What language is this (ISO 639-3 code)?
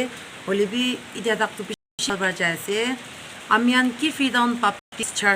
nag